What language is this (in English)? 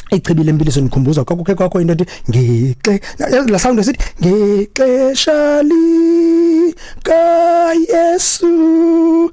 Xhosa